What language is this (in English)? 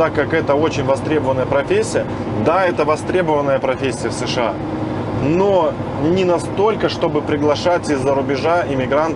Russian